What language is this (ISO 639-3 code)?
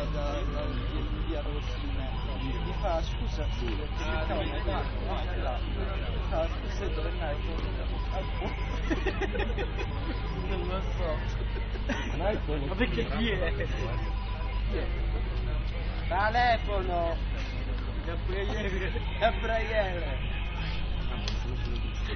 ita